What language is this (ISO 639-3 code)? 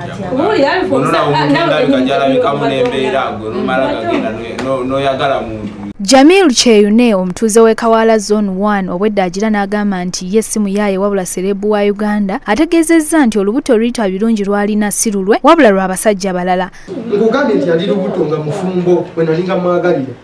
lug